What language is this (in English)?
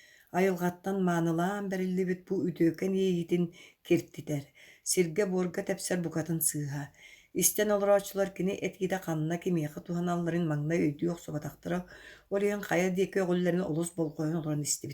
Yakut